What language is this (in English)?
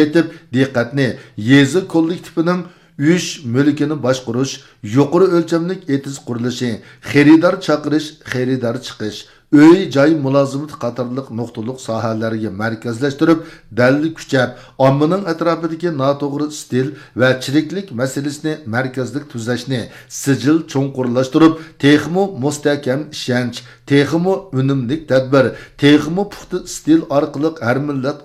Uyghur